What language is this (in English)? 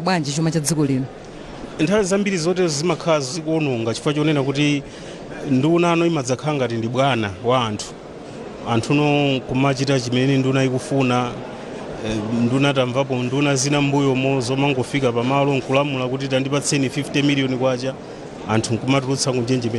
Nyanja